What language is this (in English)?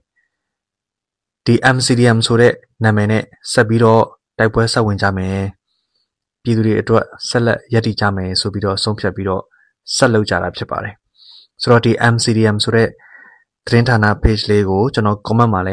Burmese